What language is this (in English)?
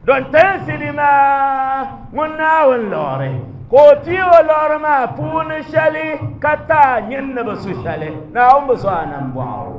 Dagbani